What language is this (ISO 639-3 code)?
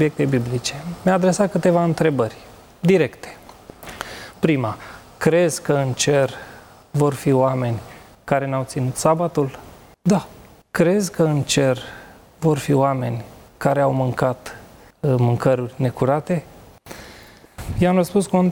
ron